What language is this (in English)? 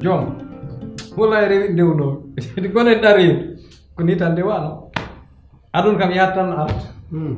Fula